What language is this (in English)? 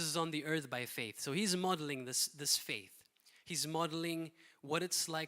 English